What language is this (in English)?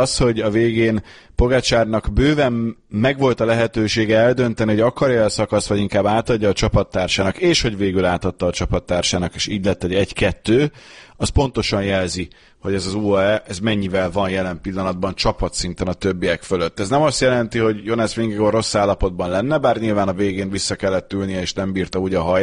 Hungarian